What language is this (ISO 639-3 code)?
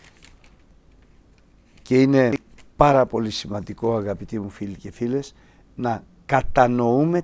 ell